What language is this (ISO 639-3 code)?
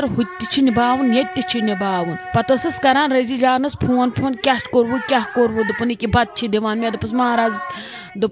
kas